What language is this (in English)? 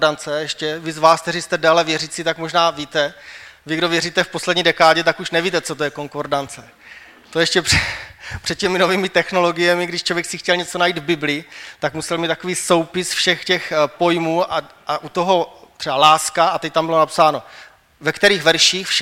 Czech